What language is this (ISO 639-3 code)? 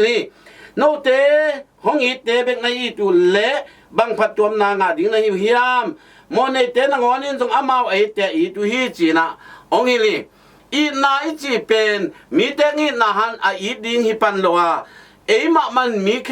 ctd